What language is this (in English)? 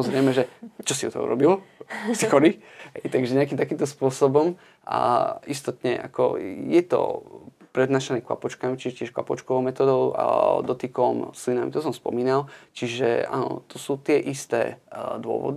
Slovak